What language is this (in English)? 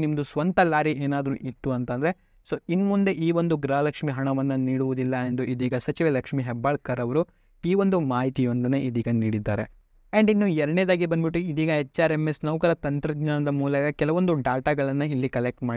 Kannada